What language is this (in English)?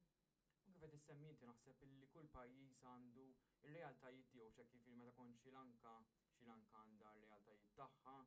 Maltese